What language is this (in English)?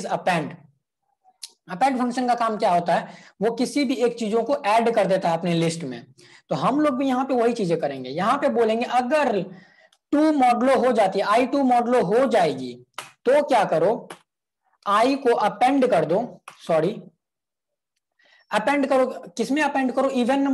Hindi